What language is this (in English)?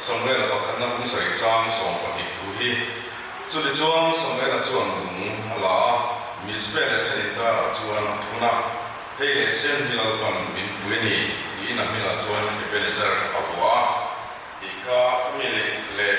Mizo